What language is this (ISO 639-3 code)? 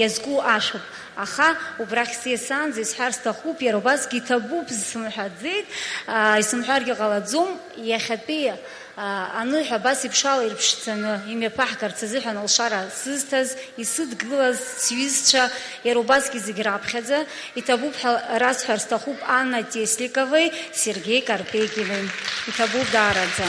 abk